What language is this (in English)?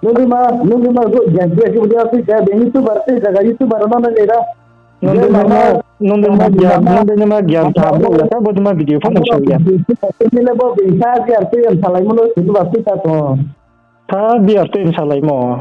Riang (India)